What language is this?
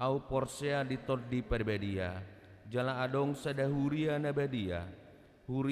Batak Toba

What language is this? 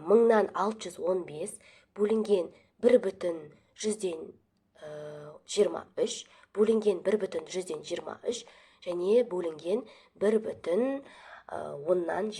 Kazakh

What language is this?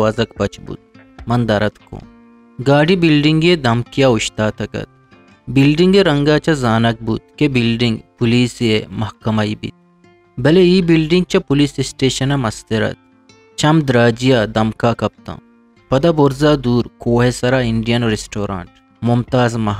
Eastern Balochi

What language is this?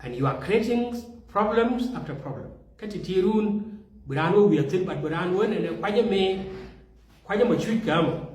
Nuer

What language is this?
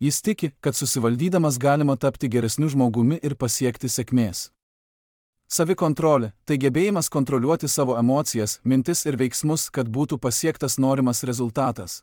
Lithuanian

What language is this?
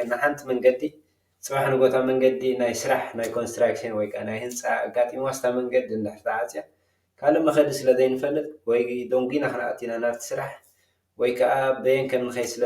Tigrinya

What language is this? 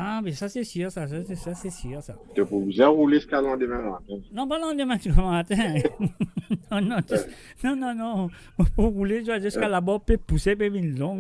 Morisyen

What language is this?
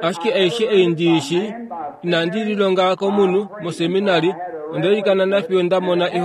Kuanyama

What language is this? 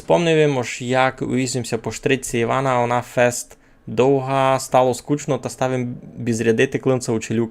Rusyn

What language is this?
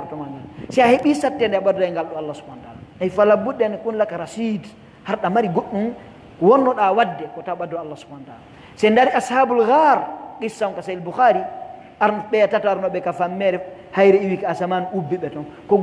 Pular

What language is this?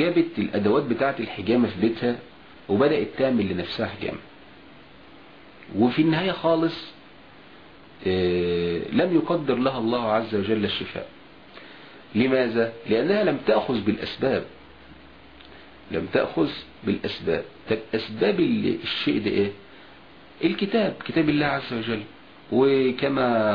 Egyptian Arabic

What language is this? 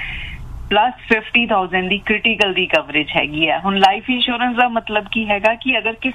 Punjabi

